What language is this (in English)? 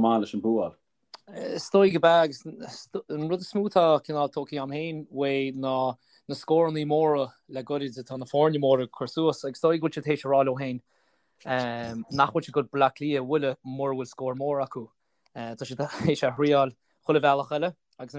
Irish